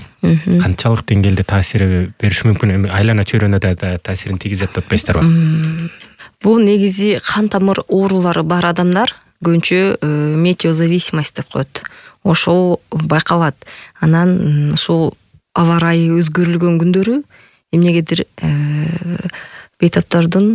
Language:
Kyrgyz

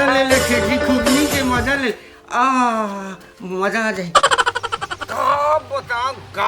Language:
Chhattisgarhi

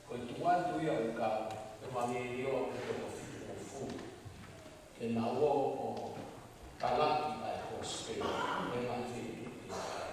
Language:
Tongan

